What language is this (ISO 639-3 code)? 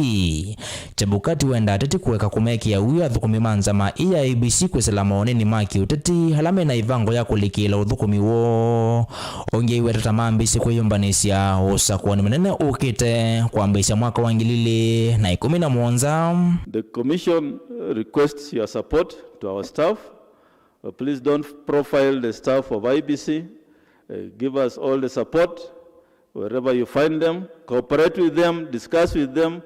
kam